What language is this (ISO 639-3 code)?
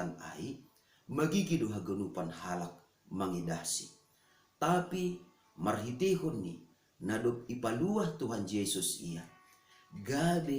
bts